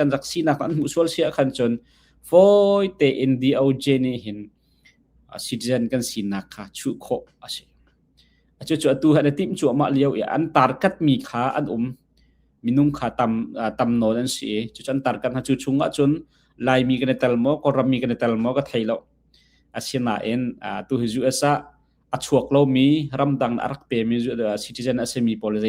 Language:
Hakha Chin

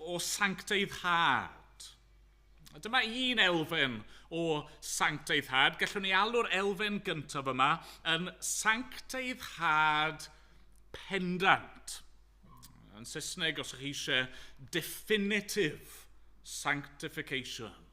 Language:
Welsh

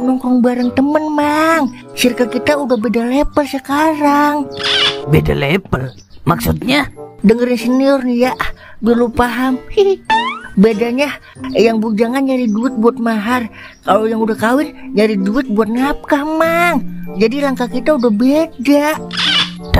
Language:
Betawi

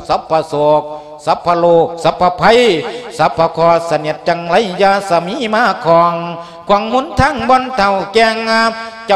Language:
Lao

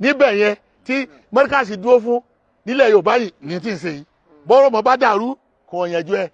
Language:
Yoruba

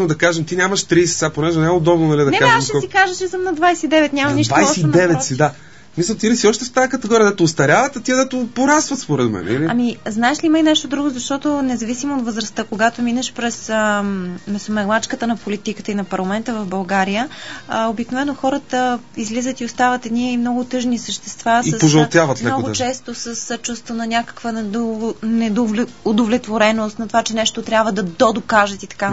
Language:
Bulgarian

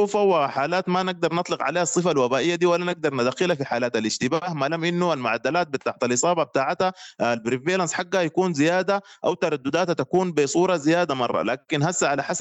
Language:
Sudanese Arabic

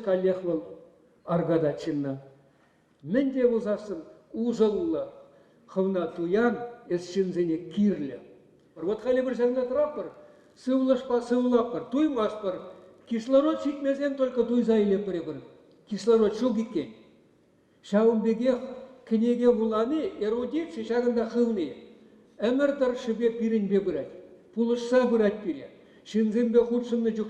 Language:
Chuvash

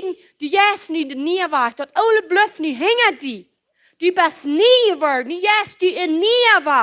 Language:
Plautdietsch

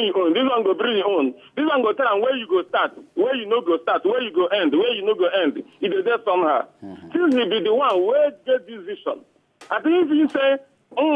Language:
Nigerian Pidgin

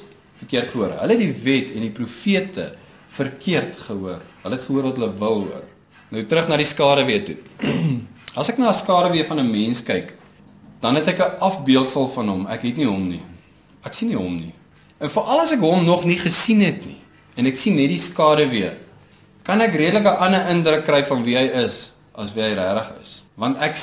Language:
Afrikaans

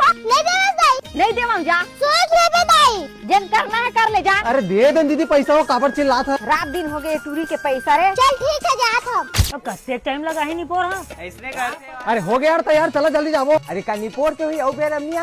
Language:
Chhattisgarhi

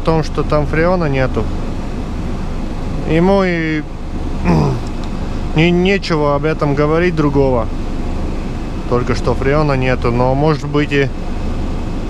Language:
Russian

